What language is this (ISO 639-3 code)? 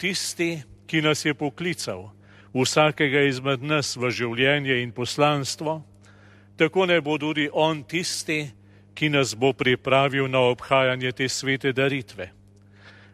slv